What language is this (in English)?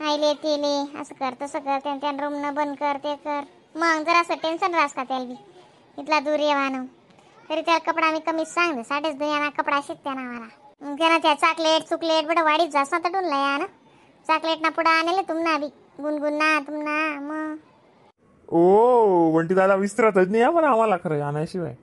Khandesi